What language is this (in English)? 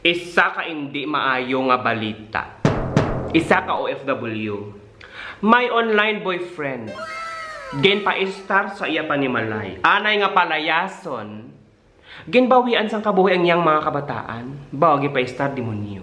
Hiligaynon